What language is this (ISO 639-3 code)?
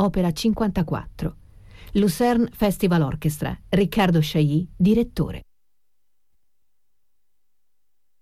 ita